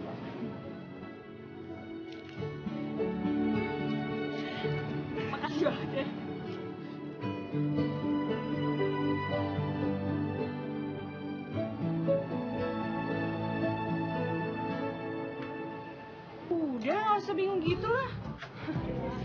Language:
Indonesian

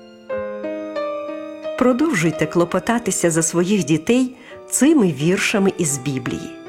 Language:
Ukrainian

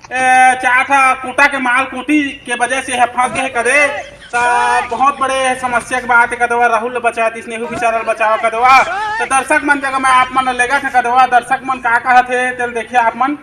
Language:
Chhattisgarhi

